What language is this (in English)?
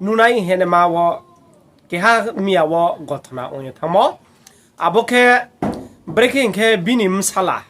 Riang (India)